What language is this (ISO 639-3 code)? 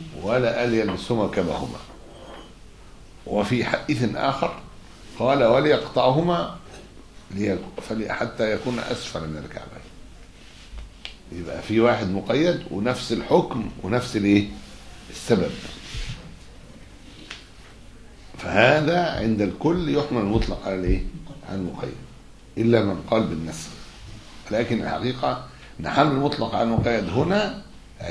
ara